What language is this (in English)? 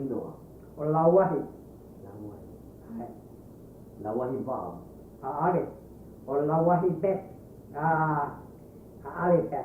Hawaiian